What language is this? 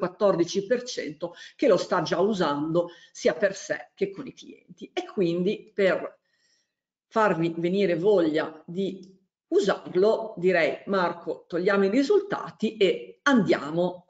Italian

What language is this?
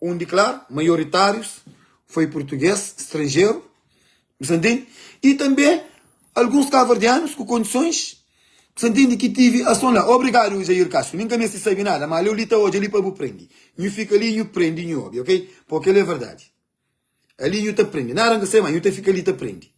Kabuverdianu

